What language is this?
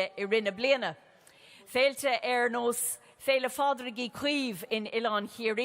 Irish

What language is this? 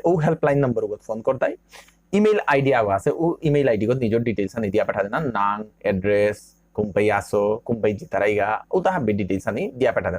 Bishnupriya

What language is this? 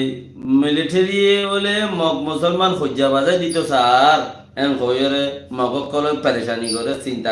Rohingya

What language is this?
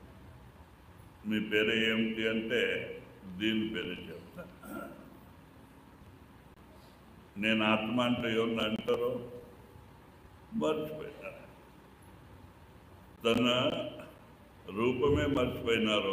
Telugu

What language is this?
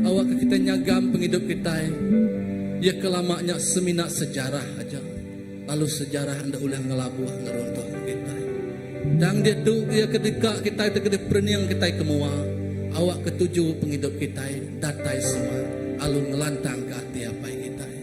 Iban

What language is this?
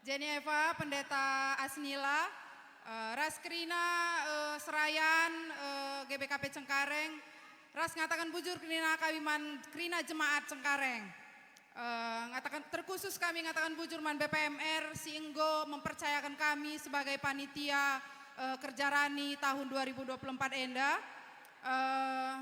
Batak Karo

